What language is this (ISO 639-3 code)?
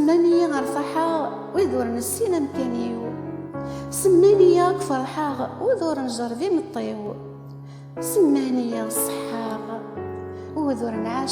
kab